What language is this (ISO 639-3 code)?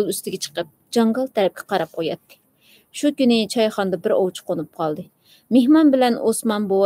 uig